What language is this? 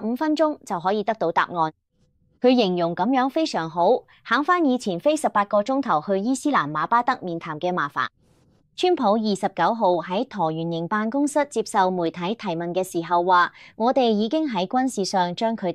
Cantonese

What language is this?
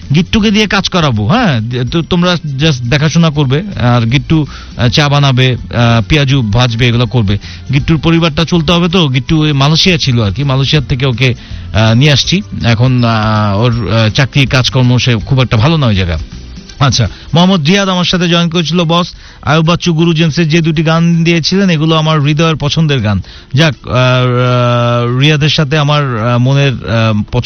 Bangla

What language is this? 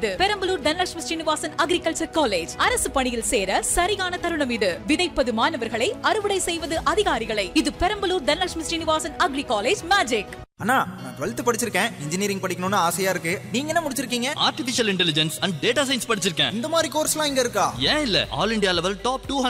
Tamil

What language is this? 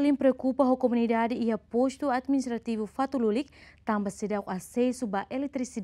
Tetum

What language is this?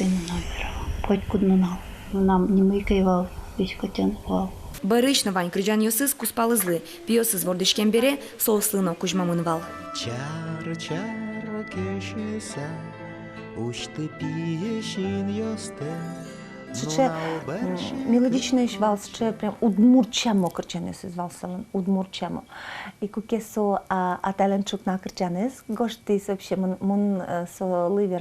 Udmurt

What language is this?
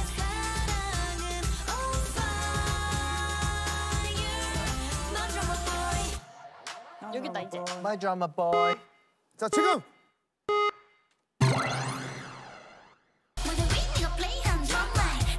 Korean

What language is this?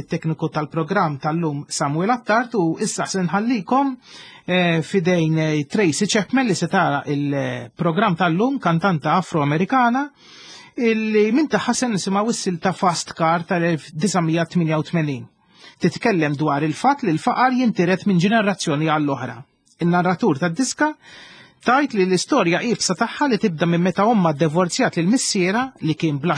Maltese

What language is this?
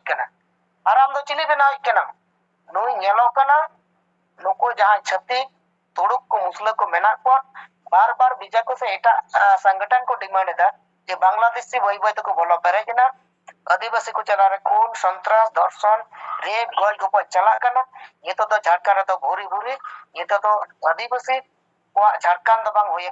Santali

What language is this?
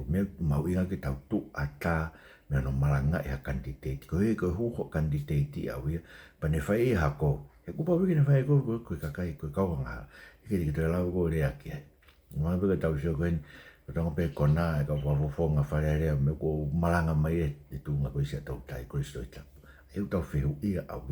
Tongan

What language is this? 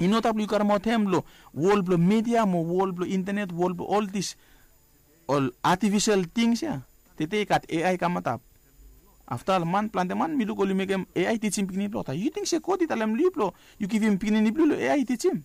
Bislama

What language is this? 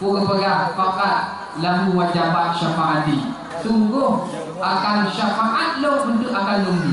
Achinese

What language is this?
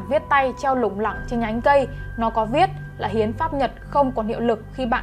Vietnamese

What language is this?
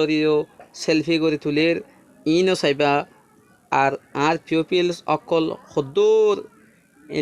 Rohingya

